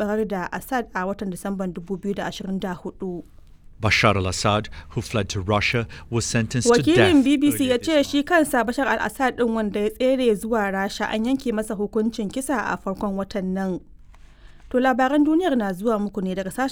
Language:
Hausa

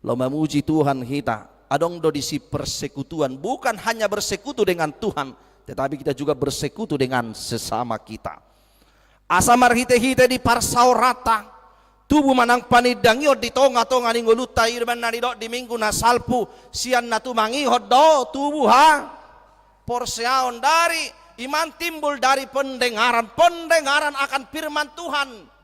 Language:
Batak Toba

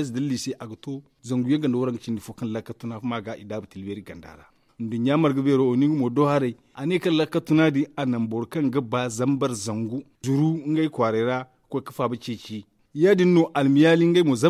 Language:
Zarma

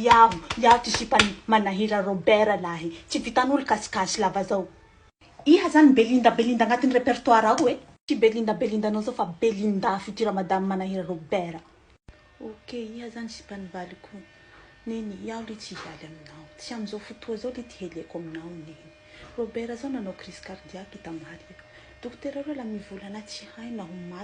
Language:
Malagasy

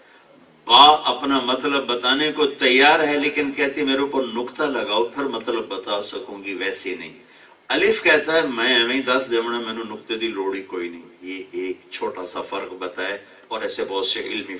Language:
Urdu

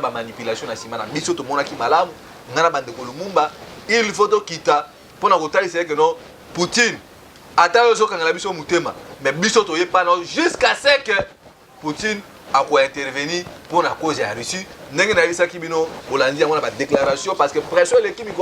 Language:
Lingala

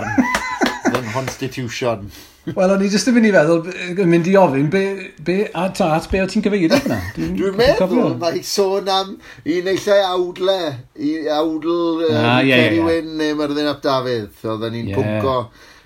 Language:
Welsh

